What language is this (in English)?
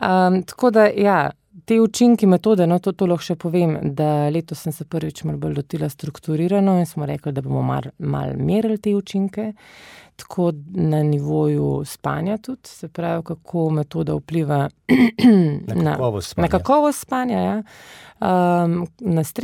Slovenian